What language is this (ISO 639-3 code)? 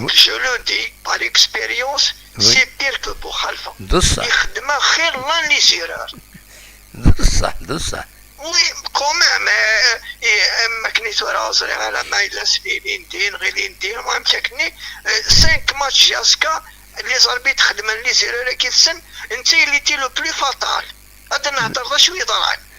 kab